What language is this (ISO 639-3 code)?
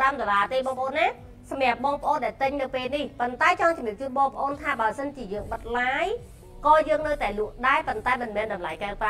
khm